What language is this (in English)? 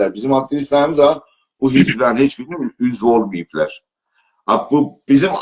South Azerbaijani